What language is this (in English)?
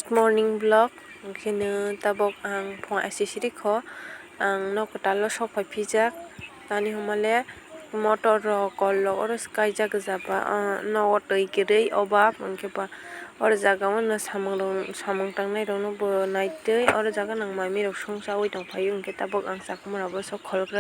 Kok Borok